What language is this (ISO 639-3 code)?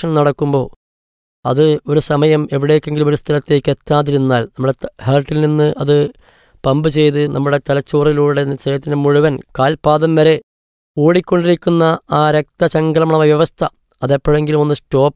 mal